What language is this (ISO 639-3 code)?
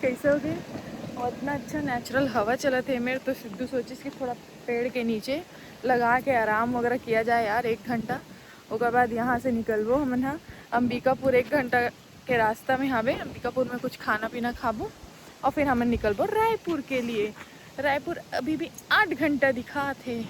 hne